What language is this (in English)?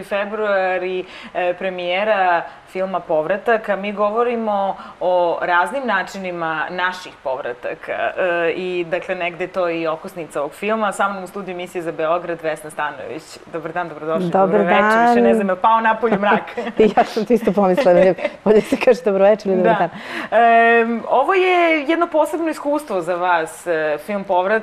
Serbian